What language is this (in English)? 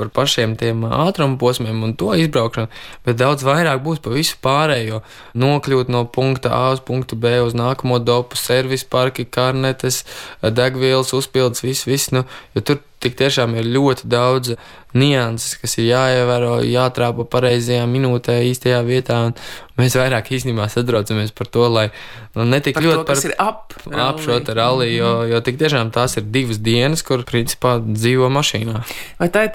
Latvian